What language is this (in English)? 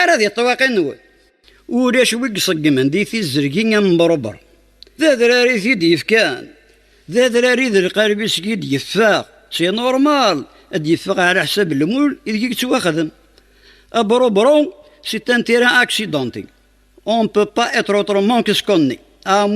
Kabyle